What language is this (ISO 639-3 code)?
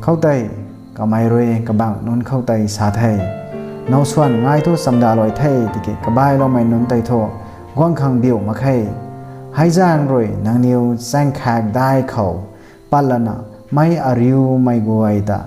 nbu